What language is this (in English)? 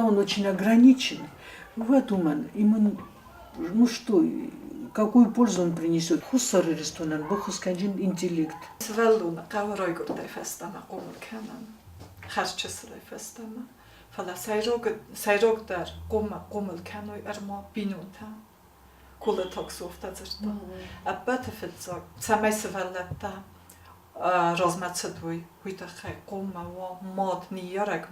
Ossetic